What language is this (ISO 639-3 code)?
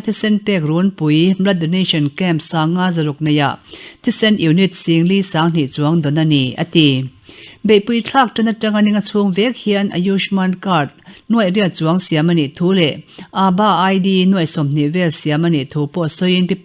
lus